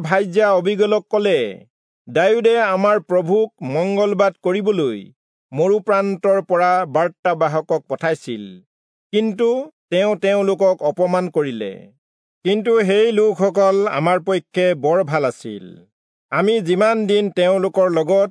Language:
Assamese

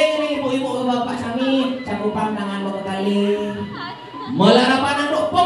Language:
Balinese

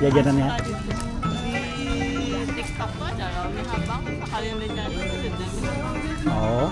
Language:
Banjar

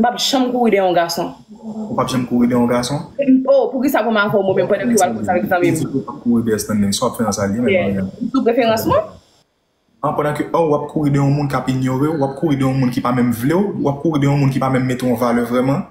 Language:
Haitian Creole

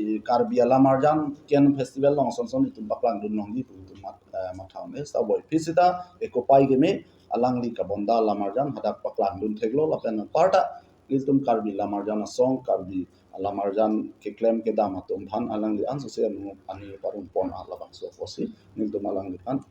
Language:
Karbi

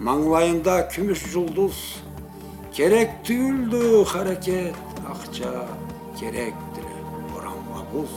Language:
Karachay-Balkar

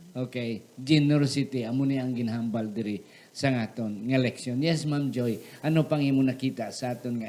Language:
Hiligaynon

